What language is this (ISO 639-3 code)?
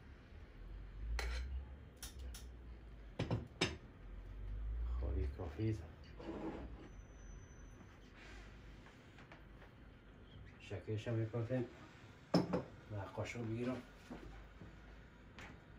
fas